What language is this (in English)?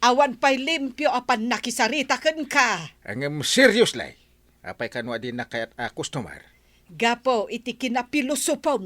Iloko